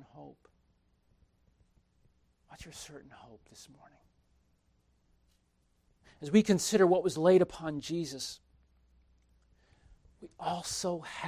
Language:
English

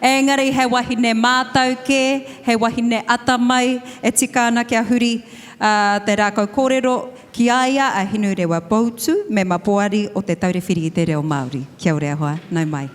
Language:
Māori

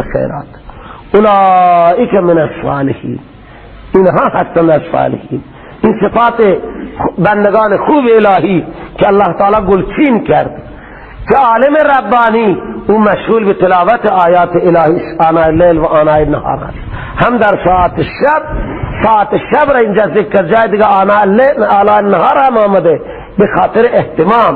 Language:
Persian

